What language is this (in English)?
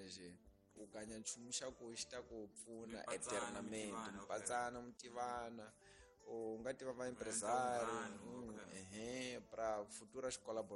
Tsonga